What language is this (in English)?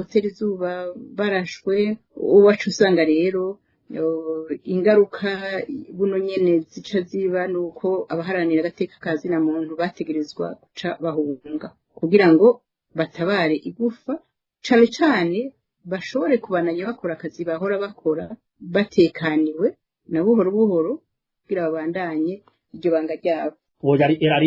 Rundi